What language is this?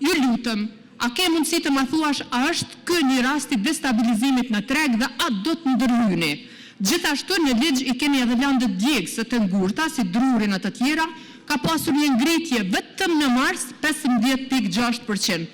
Albanian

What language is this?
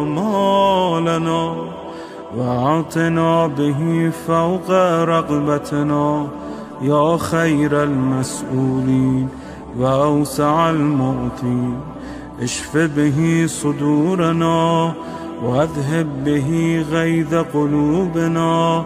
Arabic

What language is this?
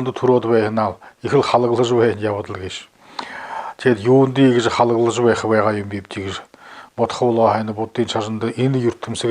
Buriat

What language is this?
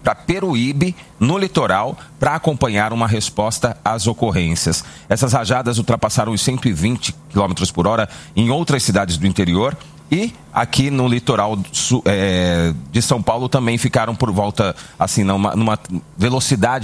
Portuguese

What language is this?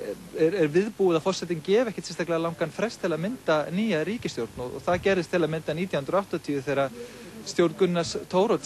Icelandic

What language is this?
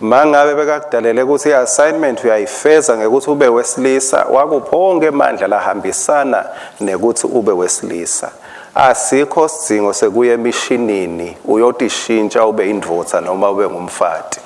Swati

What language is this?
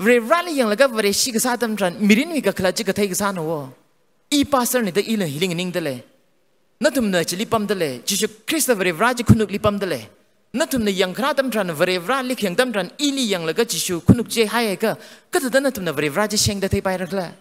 Tangkhul Naga (India)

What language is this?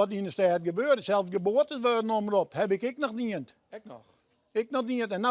Western Frisian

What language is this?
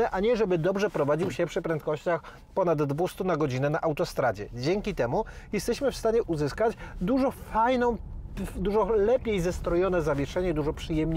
Polish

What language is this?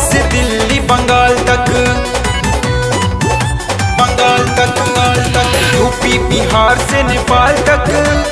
Bhojpuri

